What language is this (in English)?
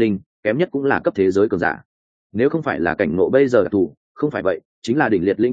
Vietnamese